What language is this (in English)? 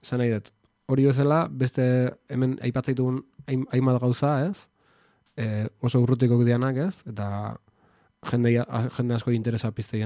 Basque